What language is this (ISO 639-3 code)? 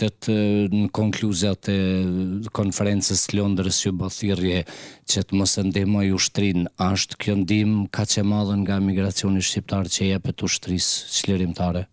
sqi